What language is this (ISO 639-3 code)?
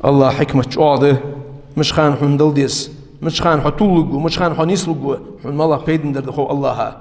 inh